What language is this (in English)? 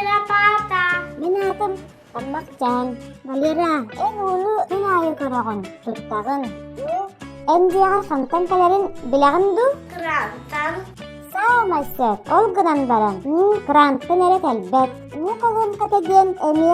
Yakut